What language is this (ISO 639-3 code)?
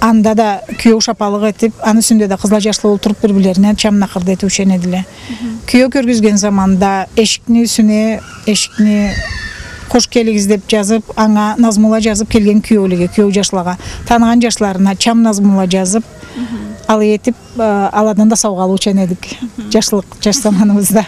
krc